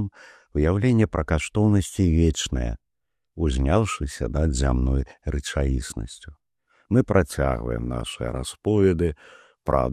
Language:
Belarusian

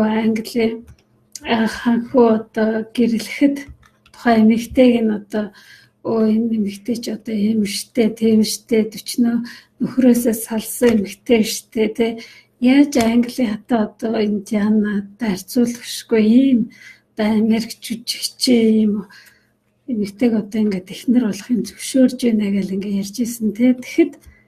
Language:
Mongolian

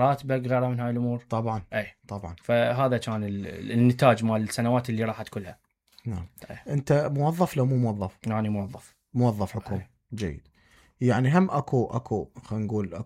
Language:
Mesopotamian Arabic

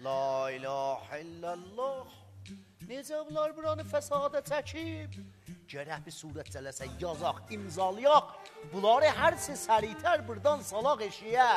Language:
South Azerbaijani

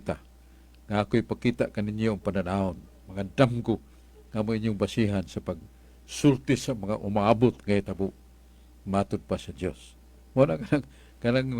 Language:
Cebuano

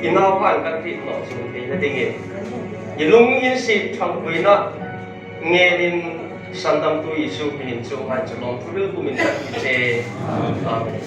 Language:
Hmar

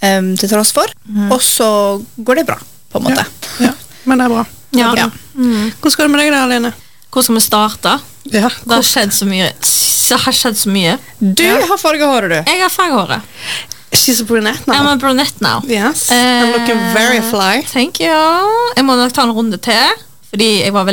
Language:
Norwegian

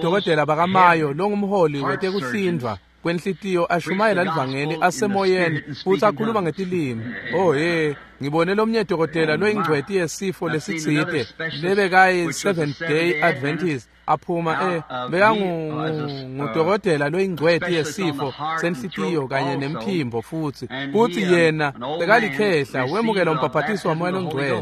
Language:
Swati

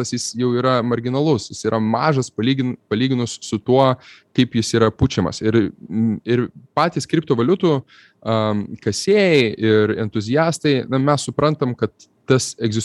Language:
Lithuanian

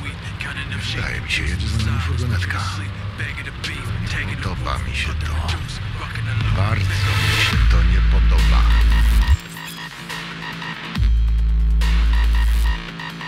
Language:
Polish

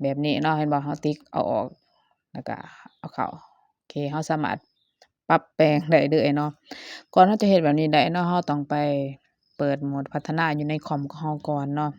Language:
Lao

